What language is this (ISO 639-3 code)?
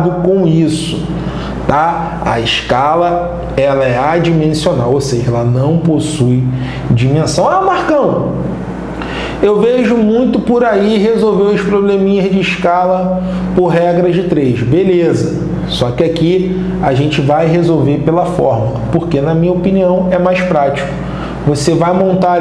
por